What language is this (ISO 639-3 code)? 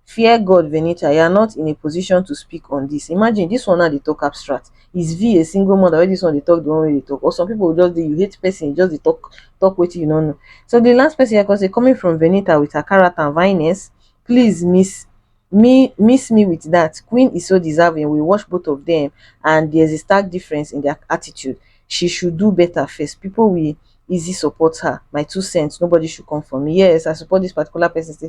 pcm